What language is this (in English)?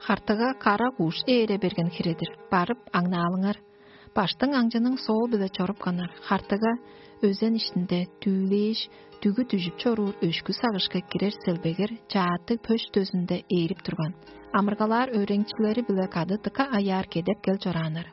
Tuvinian